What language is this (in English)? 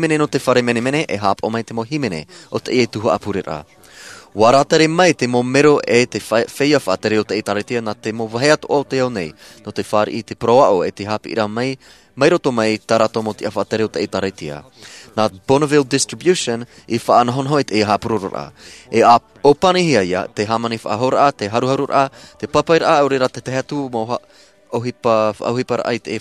Tahitian